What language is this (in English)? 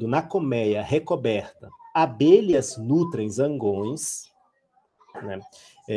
Portuguese